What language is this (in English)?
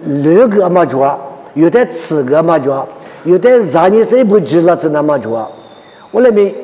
Lisu